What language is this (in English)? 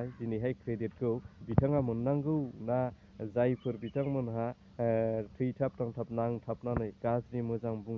Bodo